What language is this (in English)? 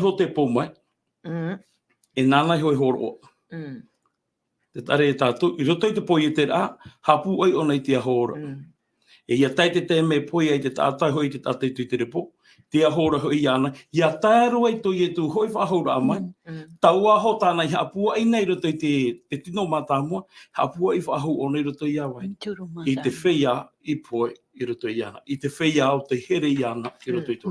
Tahitian